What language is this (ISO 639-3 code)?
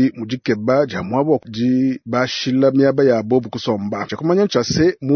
lua